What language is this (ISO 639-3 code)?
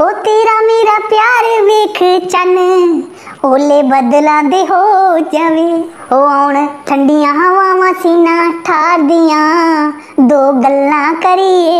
doi